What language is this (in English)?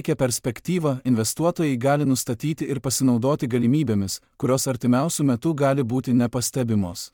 Lithuanian